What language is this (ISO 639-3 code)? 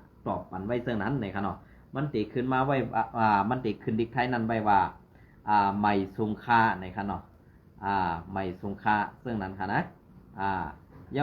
shn